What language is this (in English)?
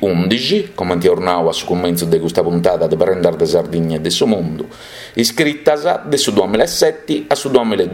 Sardinian